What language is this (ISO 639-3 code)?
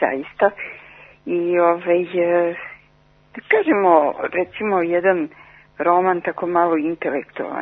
srp